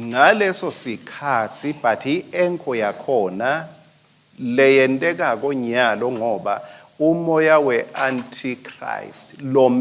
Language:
Swati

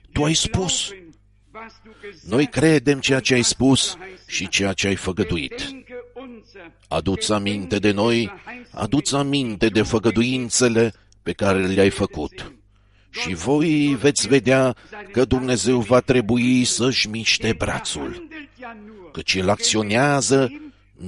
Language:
Romanian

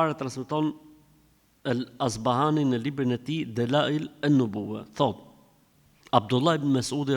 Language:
Albanian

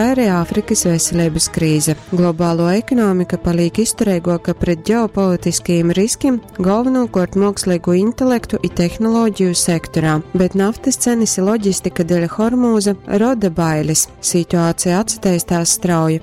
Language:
Latgalian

